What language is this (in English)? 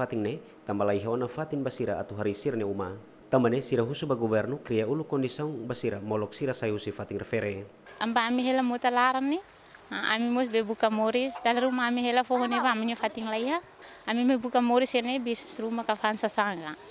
Tetum